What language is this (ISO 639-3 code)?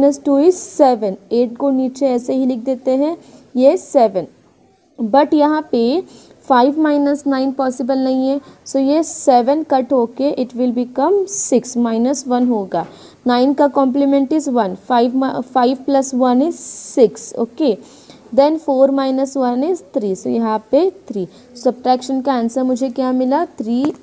hin